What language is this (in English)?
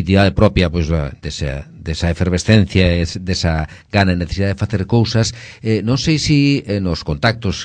Galician